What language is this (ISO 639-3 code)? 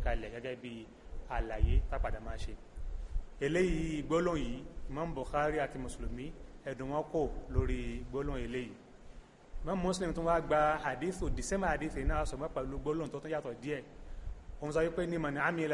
yor